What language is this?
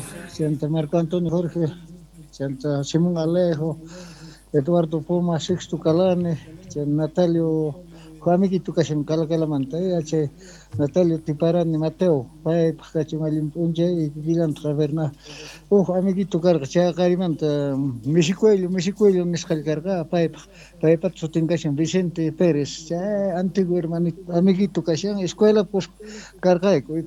Quechua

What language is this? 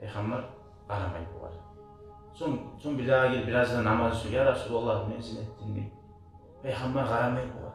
Kumyk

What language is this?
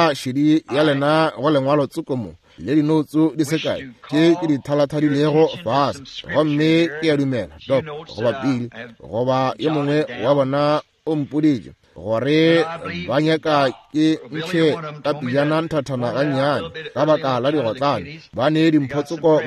Northern Sotho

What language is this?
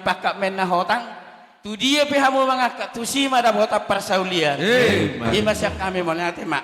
Batak Toba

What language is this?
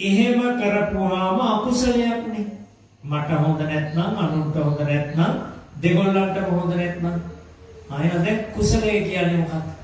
Sinhala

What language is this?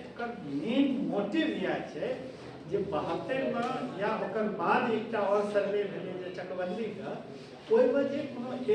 Maithili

